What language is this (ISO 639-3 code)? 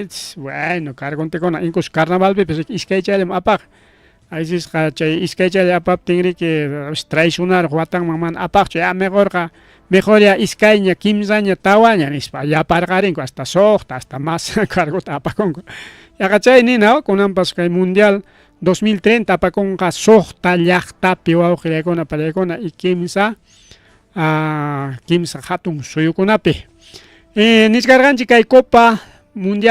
quy